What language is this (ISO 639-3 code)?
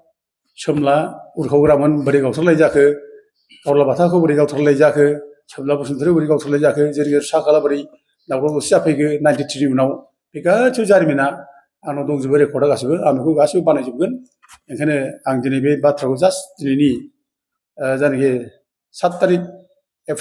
brx